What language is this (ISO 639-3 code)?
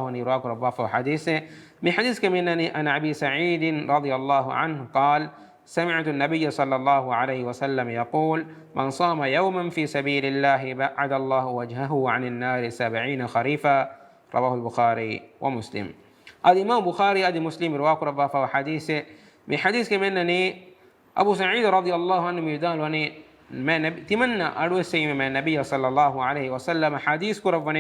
div